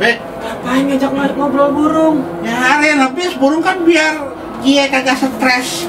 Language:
Betawi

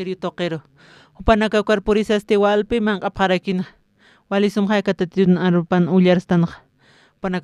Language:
Aymara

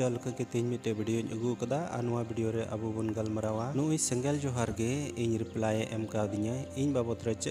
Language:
Santali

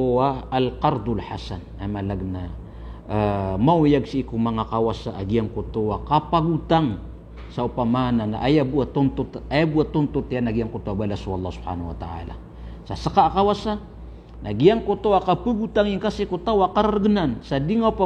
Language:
Maranao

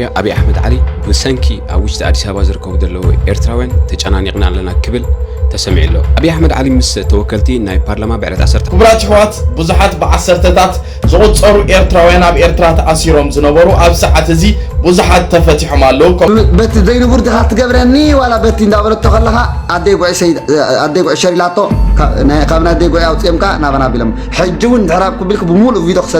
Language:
Tigrinya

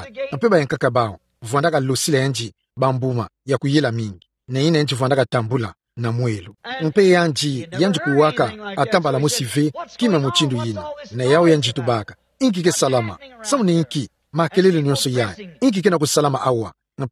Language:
Kituba (Democratic Republic of Congo)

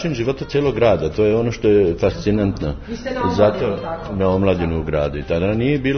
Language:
Serbian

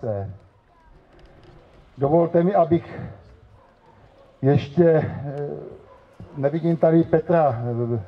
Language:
Czech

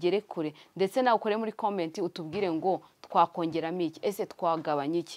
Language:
Kinyarwanda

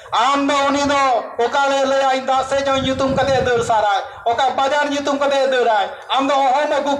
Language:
Santali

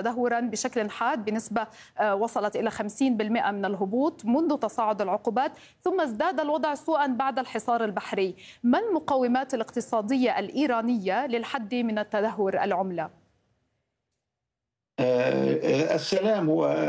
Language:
Arabic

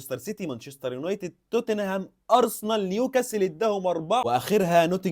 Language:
Egyptian Arabic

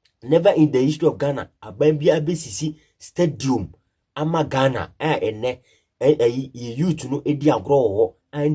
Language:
Akan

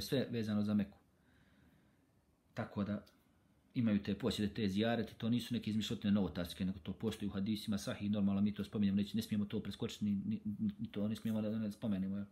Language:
Bosnian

